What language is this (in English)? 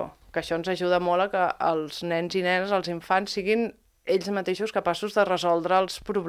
Catalan